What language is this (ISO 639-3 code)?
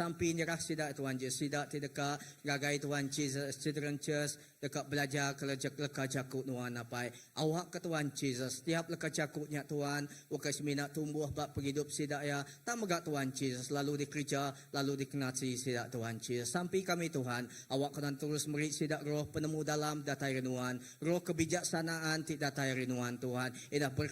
iba